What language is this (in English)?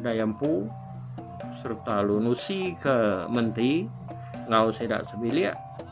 Iban